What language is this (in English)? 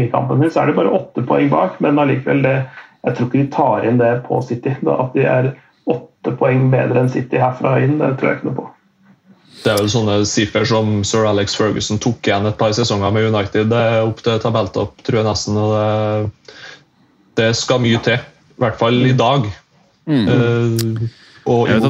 Norwegian